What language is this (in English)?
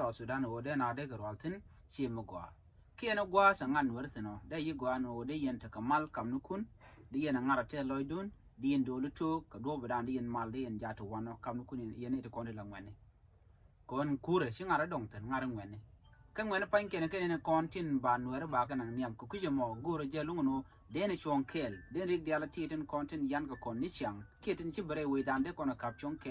Nuer